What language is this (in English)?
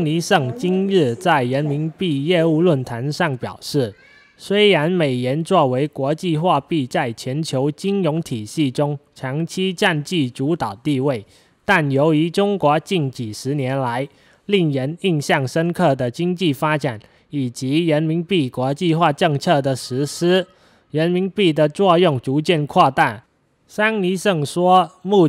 Chinese